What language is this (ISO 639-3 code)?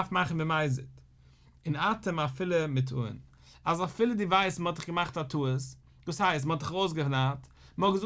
yid